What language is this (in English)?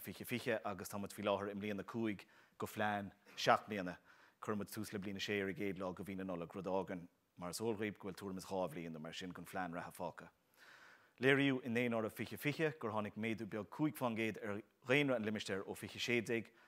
Irish